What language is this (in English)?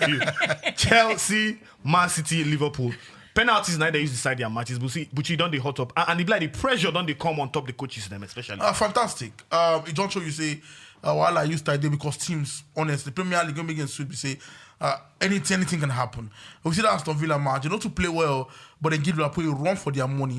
Nigerian Pidgin